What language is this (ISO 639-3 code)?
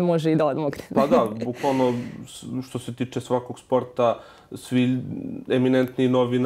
srp